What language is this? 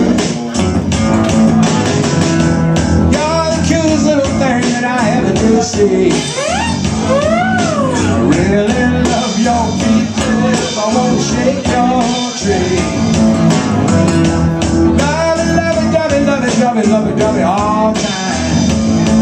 English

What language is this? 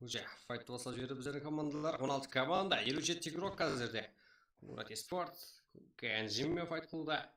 Kara-Kalpak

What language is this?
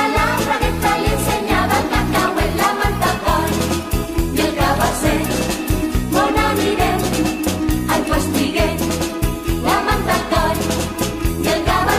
Catalan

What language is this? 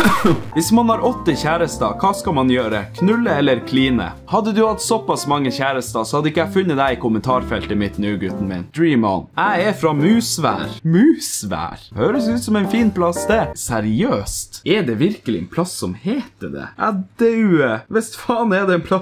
Norwegian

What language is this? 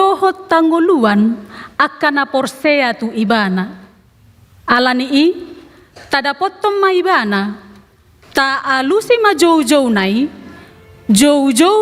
Batak Toba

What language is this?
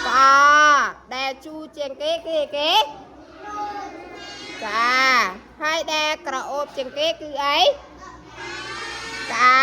Khmer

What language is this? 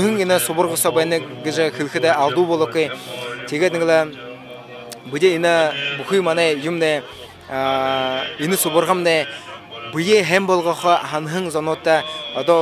Buriat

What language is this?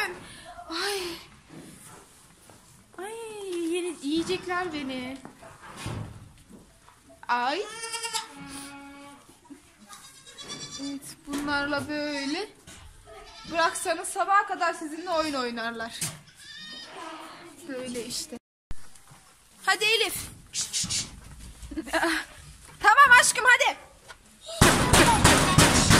Turkish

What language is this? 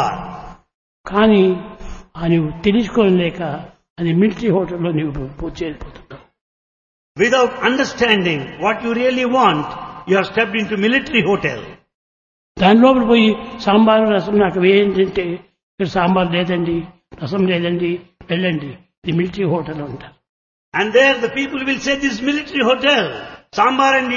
Telugu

